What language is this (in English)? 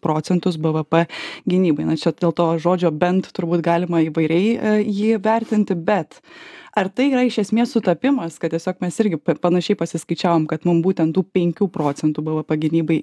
Lithuanian